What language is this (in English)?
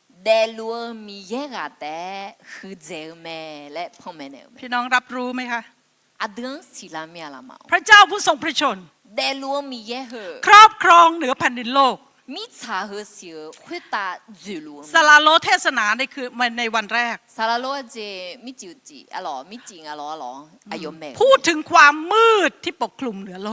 Akha